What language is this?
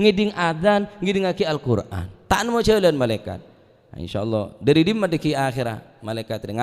Madurese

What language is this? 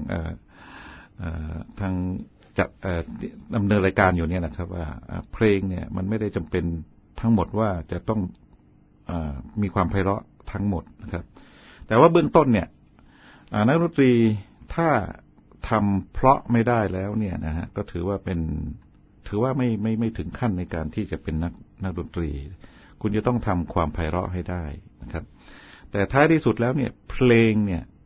Thai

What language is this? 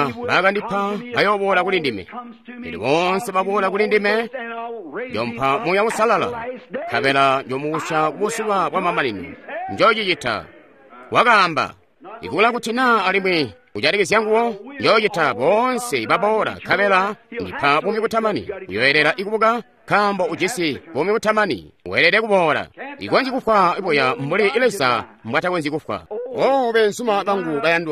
Tonga (Zambia)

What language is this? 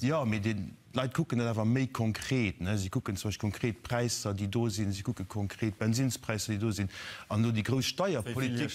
Luxembourgish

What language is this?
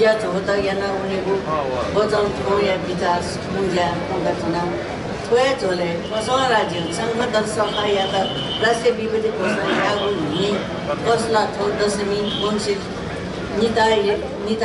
Newari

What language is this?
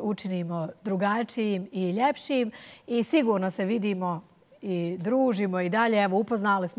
Bosnian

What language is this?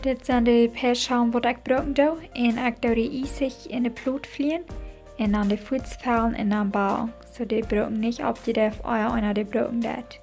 Plautdietsch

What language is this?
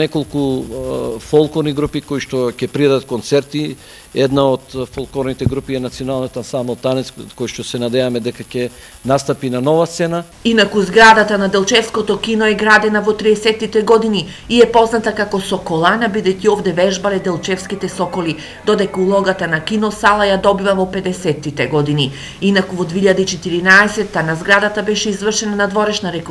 Macedonian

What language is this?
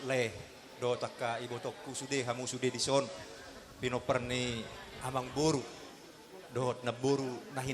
Batak Toba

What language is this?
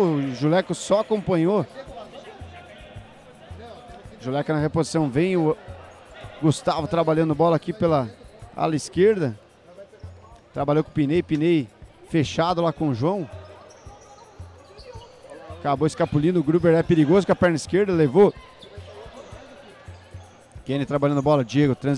Portuguese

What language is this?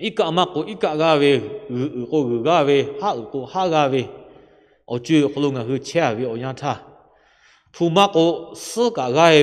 Lahu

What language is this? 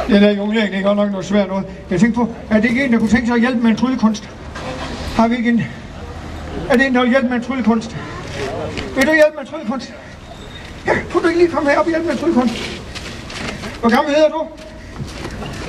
Danish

